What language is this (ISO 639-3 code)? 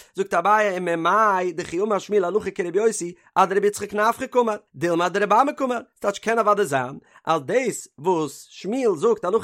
yid